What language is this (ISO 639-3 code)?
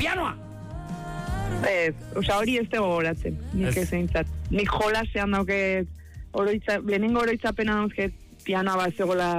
eus